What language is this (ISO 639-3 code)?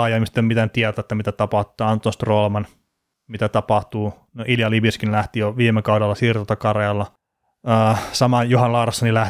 fin